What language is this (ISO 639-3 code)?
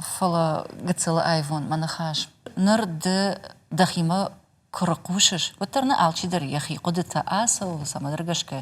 oss